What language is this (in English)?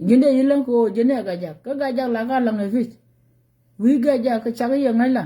Nuer